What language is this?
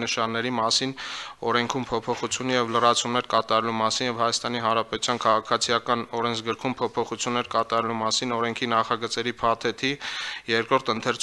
Armenian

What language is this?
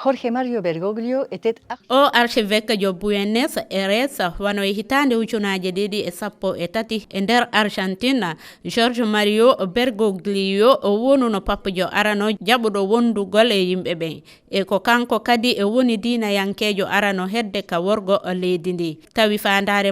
Fula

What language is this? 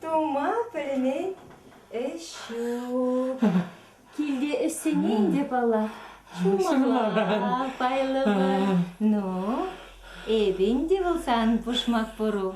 Chuvash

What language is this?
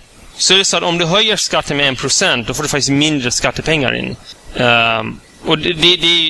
Swedish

